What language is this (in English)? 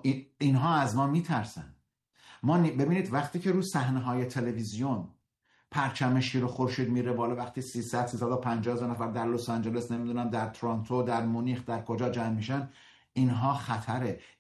Persian